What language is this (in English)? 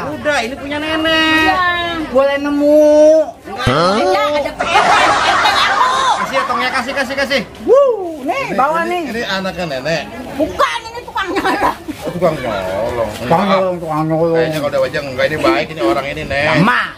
Betawi